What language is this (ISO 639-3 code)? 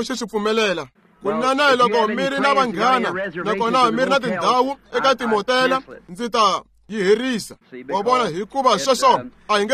tso